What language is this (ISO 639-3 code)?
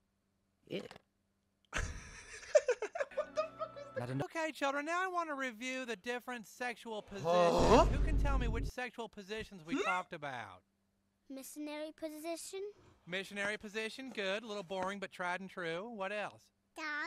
eng